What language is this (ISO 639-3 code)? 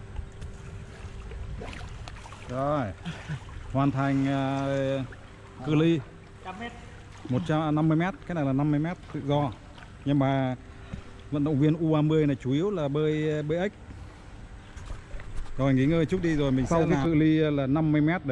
vie